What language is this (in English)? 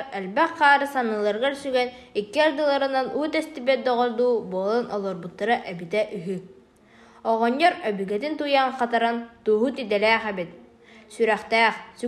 Yakut